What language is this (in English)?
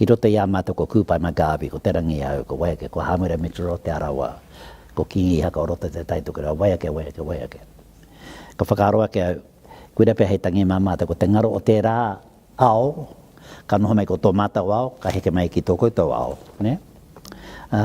Māori